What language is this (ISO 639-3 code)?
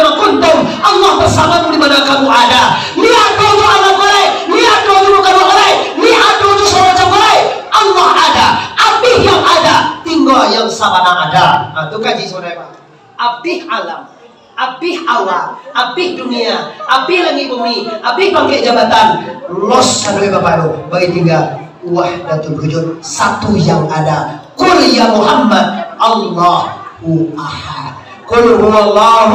min